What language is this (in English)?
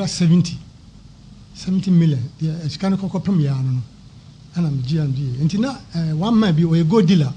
Akan